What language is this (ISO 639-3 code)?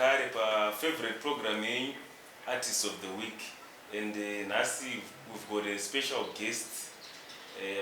sna